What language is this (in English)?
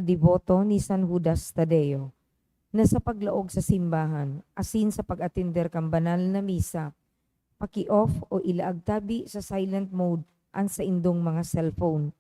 Bikol